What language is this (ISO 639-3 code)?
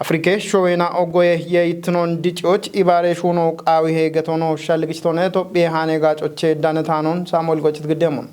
kbr